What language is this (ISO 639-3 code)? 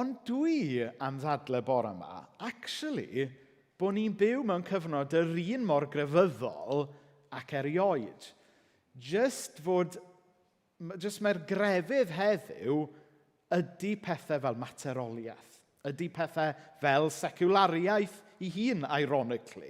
cym